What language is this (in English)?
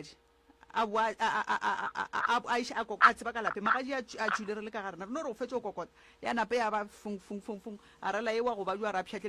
Northern Sotho